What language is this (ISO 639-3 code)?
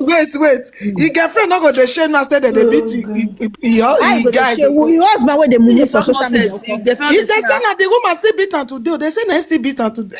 pcm